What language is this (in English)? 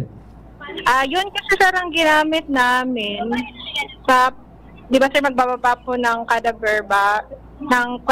Bikol